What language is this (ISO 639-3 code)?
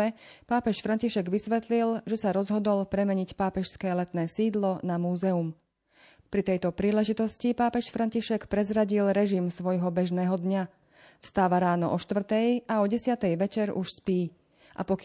slk